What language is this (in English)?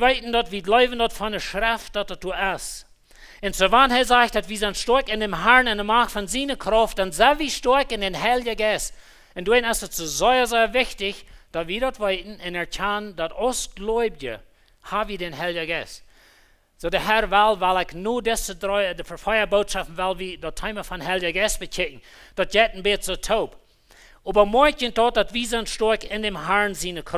Plautdietsch